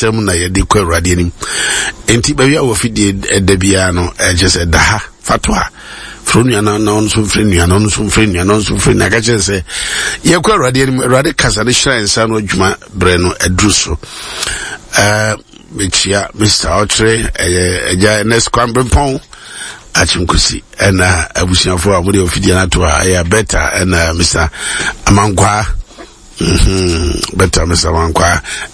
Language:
Akan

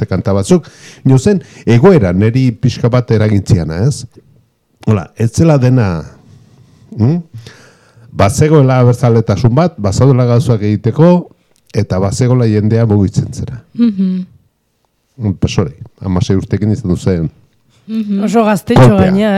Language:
Basque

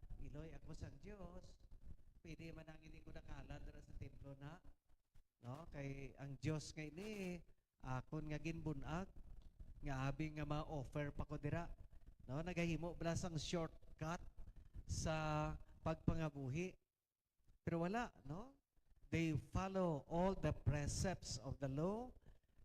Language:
Hiligaynon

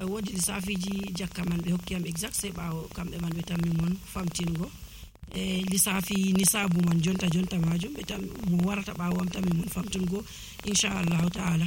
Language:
Nigerian Fulfulde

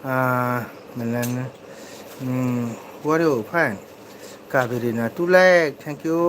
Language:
Manipuri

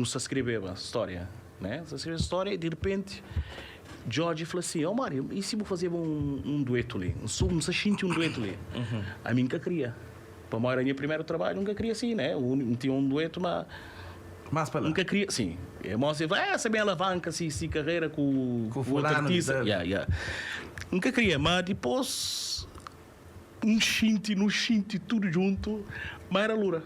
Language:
Kabuverdianu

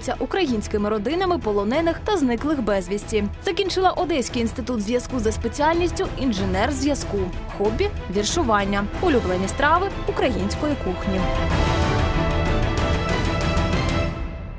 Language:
Ukrainian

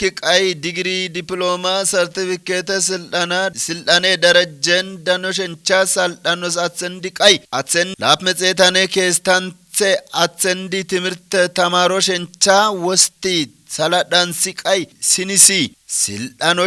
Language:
Kafa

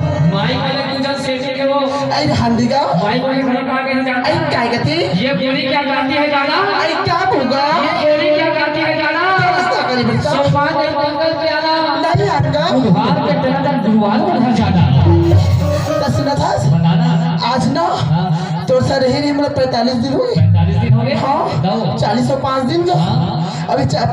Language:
Chhattisgarhi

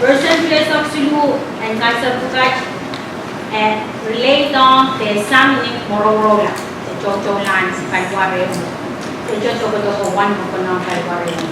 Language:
Pohnpeian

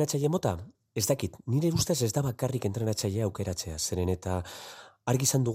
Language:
Basque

